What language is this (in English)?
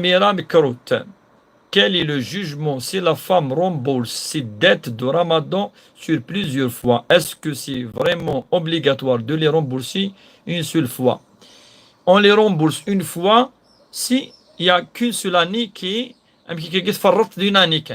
Kabyle